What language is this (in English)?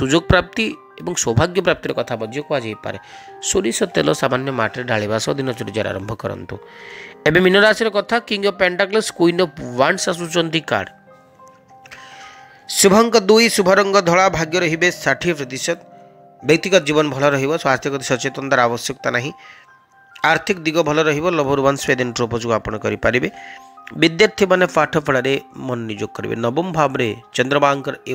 Odia